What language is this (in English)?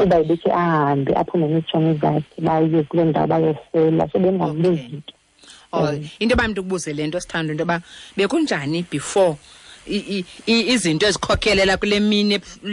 Xhosa